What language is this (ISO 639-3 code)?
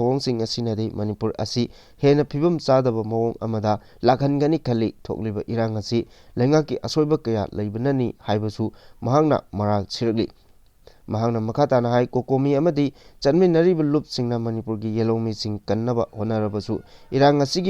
mni